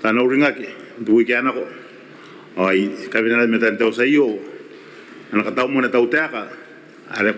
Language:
Gilbertese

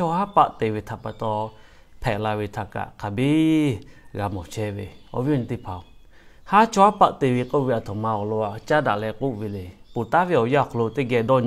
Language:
Lahu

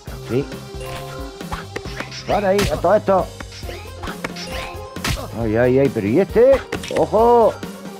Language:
Spanish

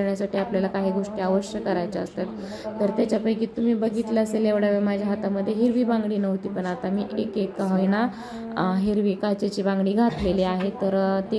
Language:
Marathi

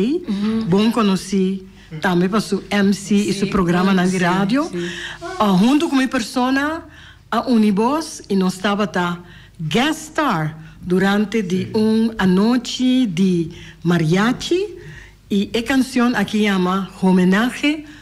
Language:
Papiamento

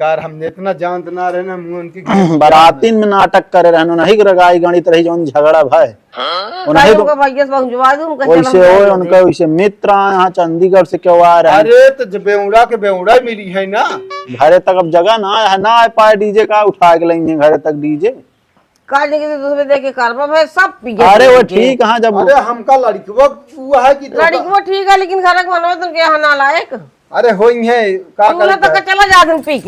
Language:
Awadhi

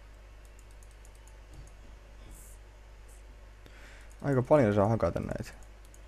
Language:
Finnish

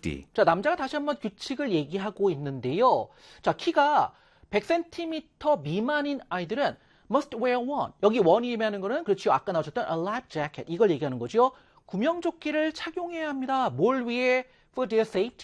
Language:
Korean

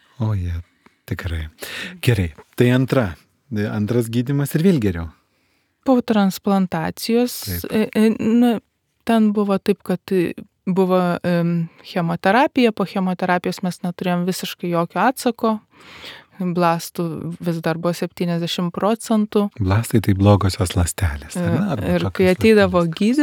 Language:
Lithuanian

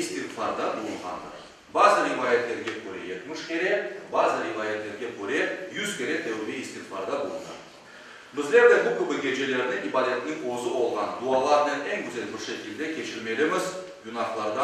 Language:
Crimean Tatar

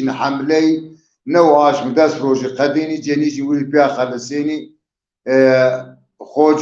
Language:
Zaza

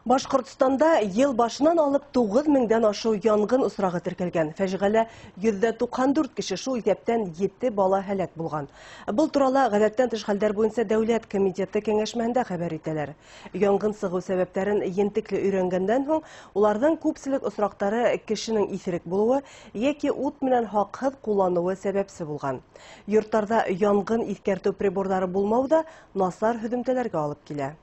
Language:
Bashkir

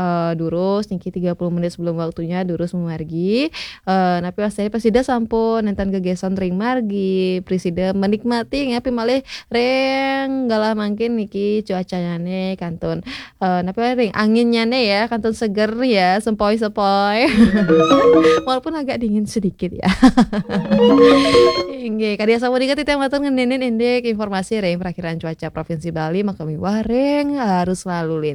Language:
Balinese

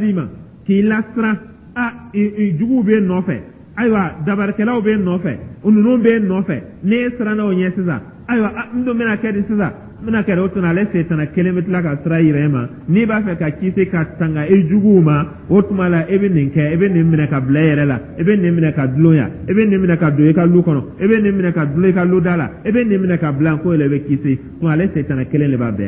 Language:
Dyula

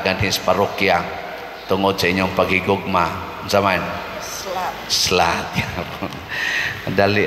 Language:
Cebuano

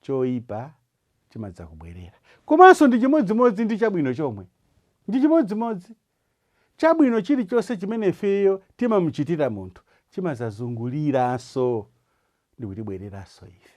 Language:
Nyanja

